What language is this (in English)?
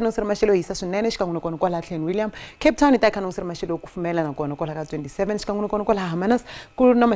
Tsonga